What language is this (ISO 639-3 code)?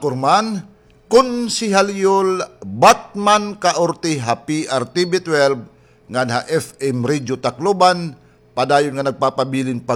war